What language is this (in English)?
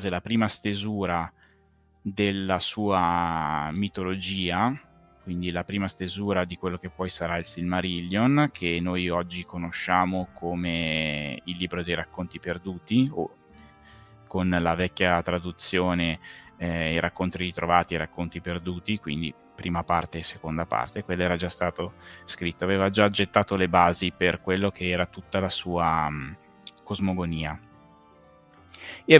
Italian